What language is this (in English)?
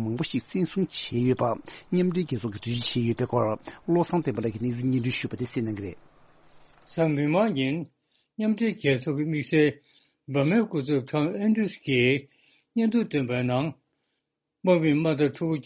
Tibetan